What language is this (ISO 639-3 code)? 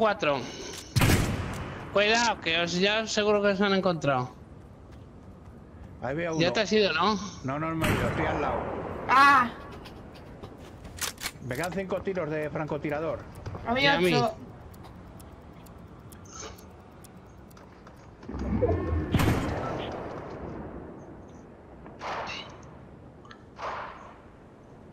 spa